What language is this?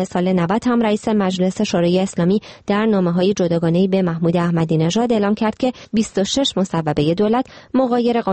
Persian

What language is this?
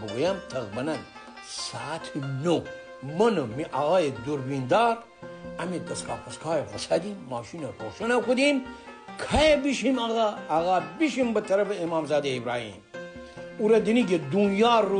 Gilaki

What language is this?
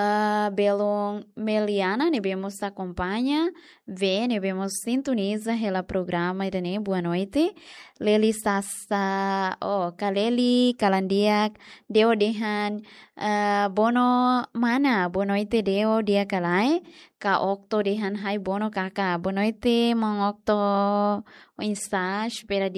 Tetum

